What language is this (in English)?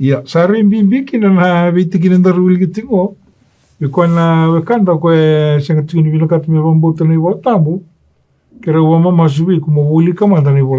Fijian